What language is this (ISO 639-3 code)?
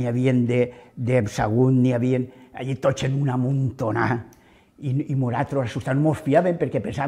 cat